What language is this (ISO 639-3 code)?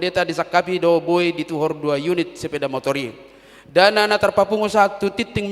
bbc